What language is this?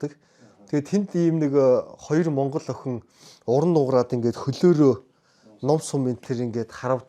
Mongolian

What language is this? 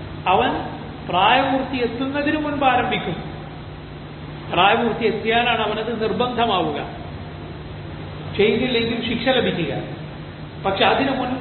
Malayalam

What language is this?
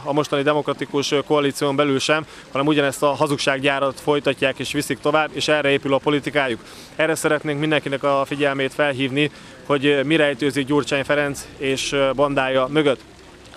Hungarian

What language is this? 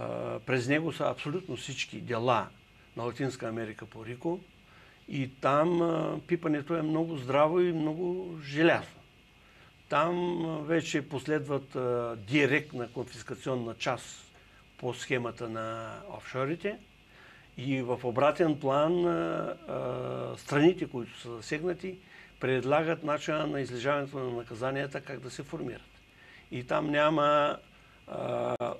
Bulgarian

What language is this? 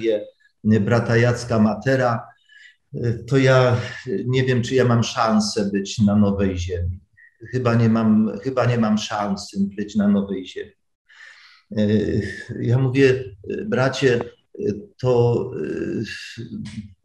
Polish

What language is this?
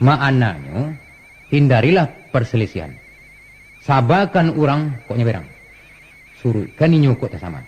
Minangkabau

